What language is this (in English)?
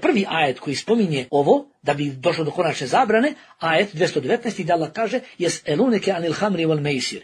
Bosnian